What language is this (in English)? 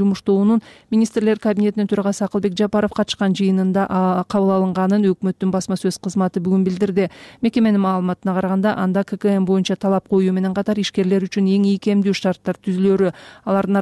Kyrgyz